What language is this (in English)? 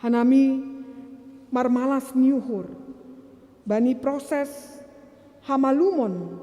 Batak Simalungun